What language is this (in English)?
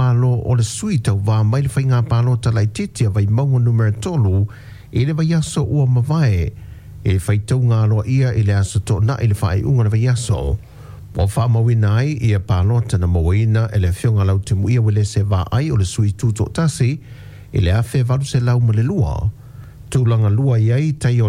Samoan